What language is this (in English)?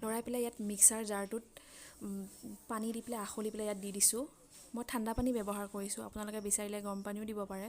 Assamese